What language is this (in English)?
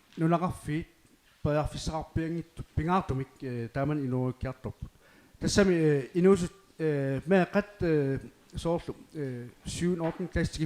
Kalaallisut